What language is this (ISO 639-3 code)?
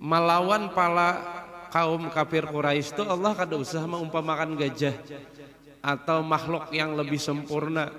bjn